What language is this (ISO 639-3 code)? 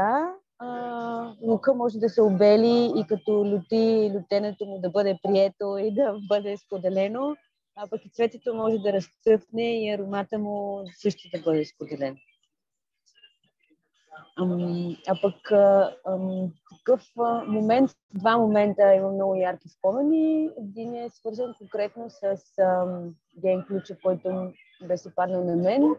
bul